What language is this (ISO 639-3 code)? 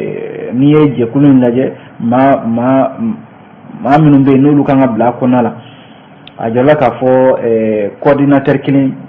bam